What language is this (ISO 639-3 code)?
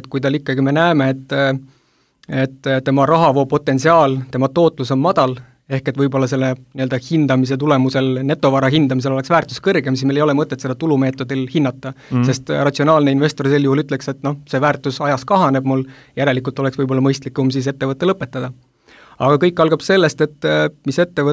est